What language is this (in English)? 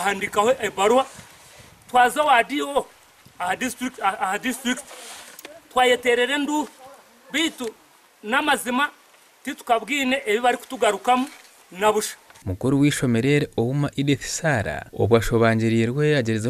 Nyankole